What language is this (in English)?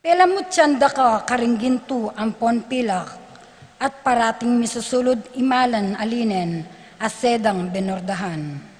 Pampanga